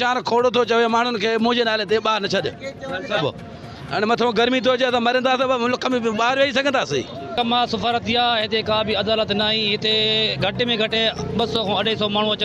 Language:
Sindhi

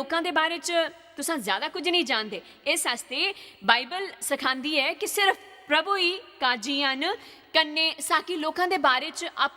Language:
Dogri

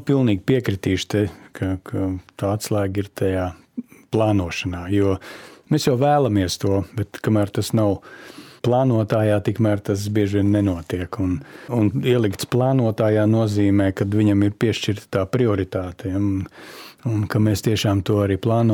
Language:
Latvian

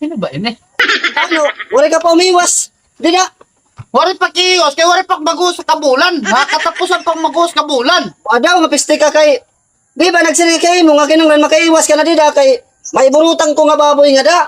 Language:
Waray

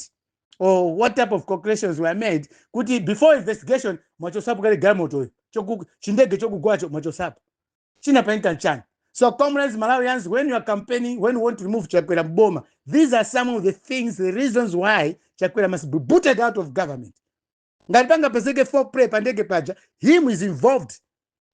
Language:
Nyanja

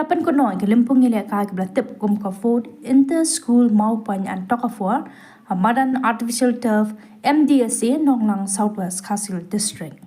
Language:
Khasi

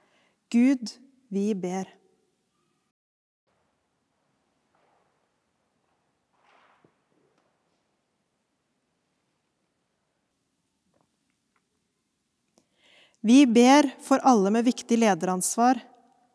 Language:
Norwegian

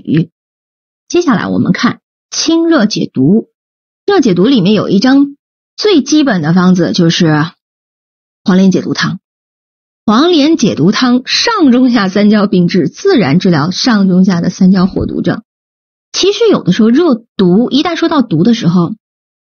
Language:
Chinese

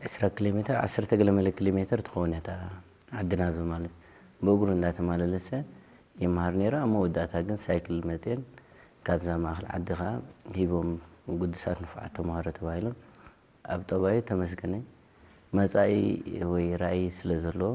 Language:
Tigrinya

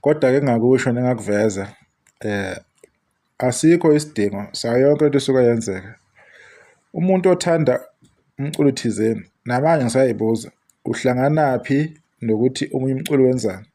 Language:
Zulu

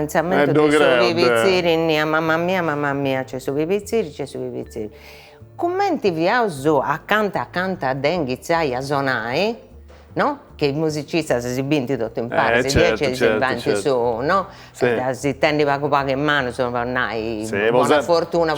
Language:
Sardinian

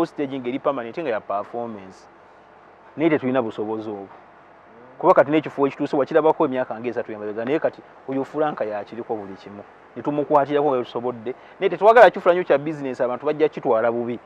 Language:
Ganda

